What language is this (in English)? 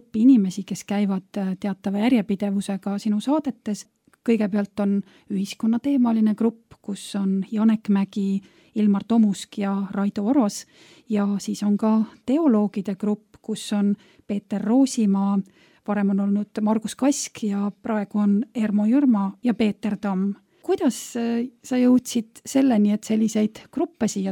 Estonian